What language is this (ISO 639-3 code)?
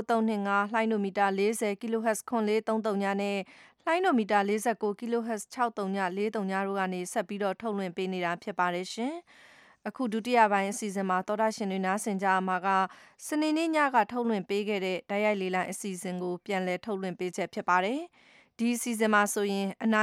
mya